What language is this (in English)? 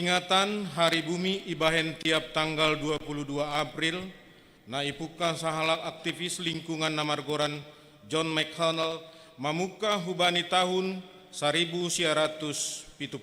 Batak Simalungun